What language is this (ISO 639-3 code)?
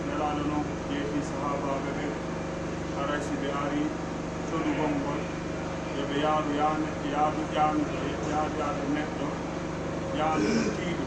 fuf